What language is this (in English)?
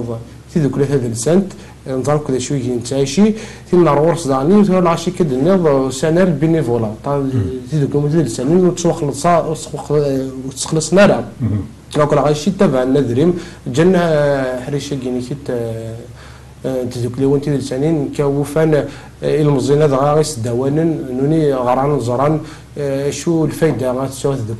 Kabyle